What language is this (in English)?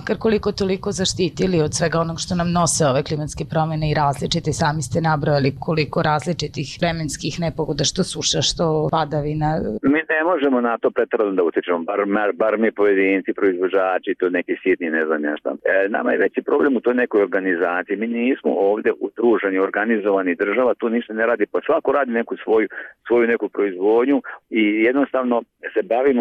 Bosnian